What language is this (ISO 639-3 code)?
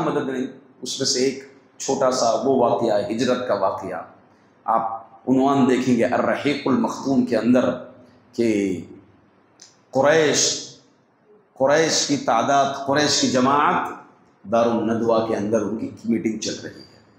urd